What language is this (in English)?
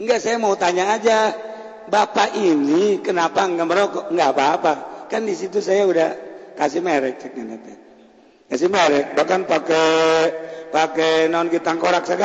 Sundanese